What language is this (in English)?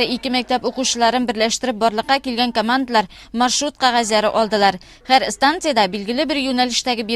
Tatar